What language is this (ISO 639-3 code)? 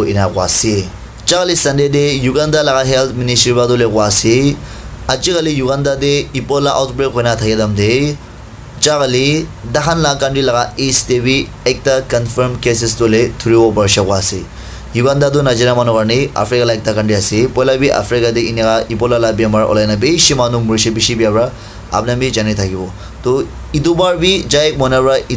nag